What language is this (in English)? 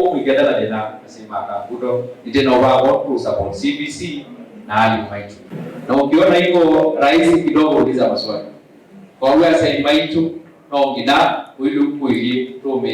Kamba